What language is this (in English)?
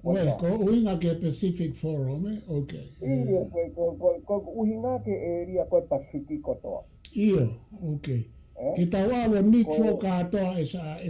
Tongan